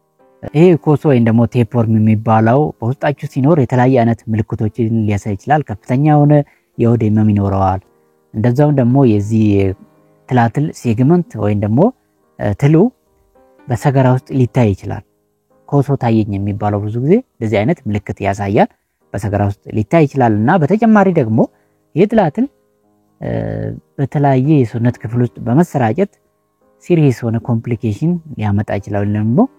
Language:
Amharic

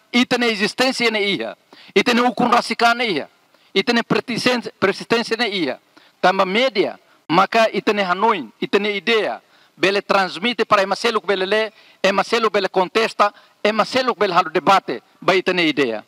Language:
Tetum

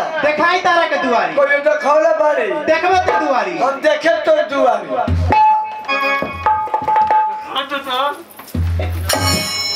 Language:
Bhojpuri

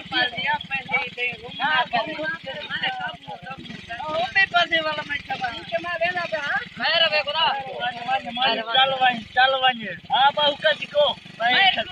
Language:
Saraiki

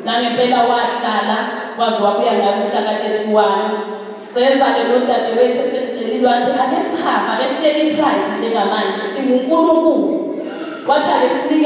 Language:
Zulu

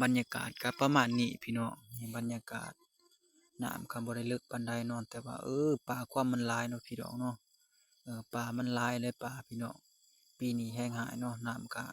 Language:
Lao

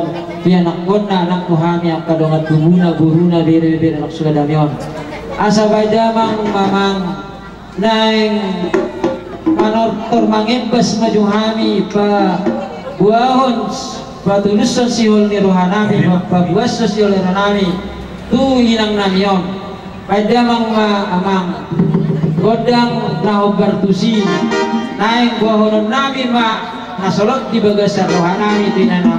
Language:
Batak Toba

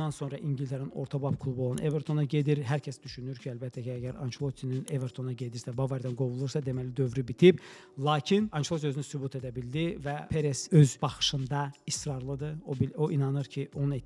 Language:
Azerbaijani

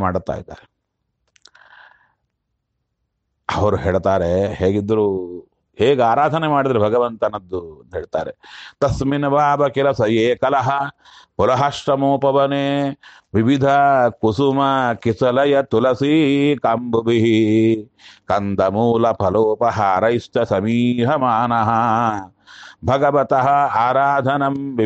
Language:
Kannada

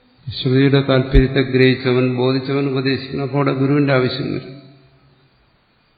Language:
Malayalam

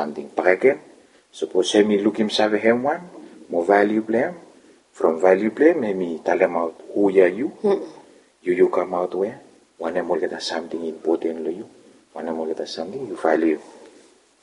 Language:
Bislama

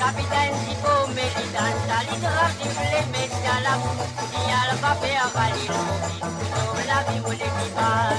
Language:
Morisyen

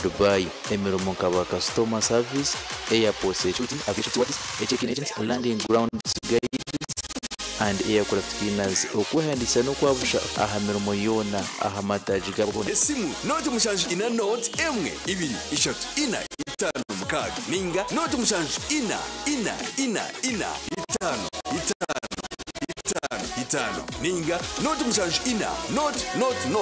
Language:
Nyankole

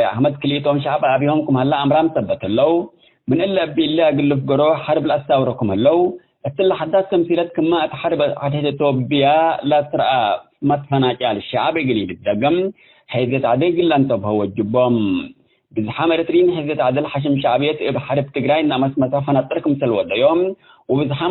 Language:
Tigre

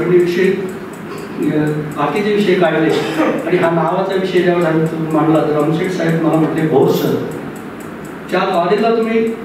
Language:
Marathi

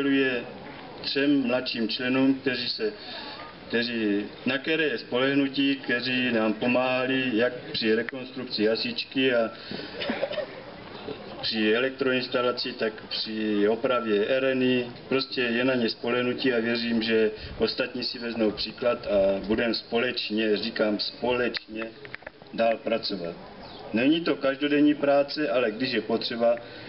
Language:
Czech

